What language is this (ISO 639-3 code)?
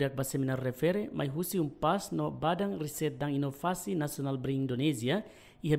tet